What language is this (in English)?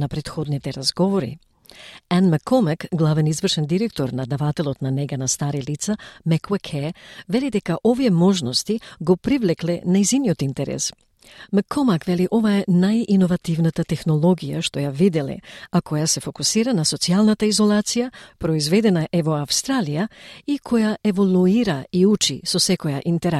Macedonian